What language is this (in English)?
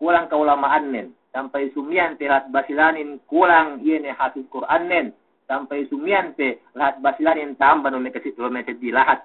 Yakan